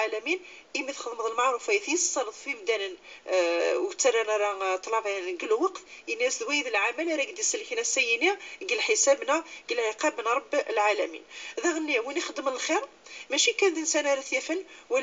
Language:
Kabyle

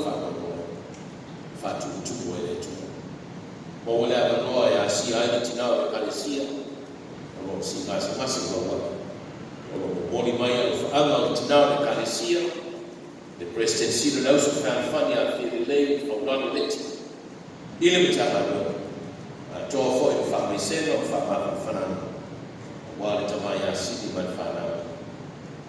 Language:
Samoan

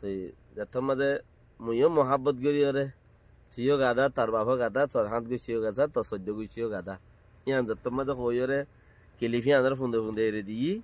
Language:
Rohingya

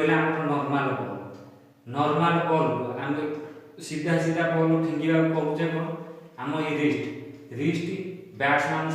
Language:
Odia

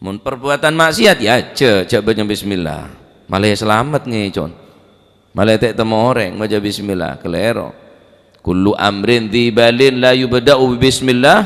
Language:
Madurese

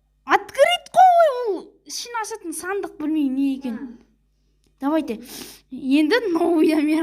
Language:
Kazakh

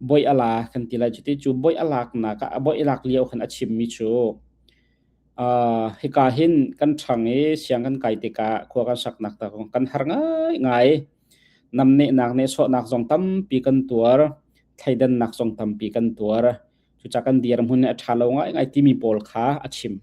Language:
Hakha Chin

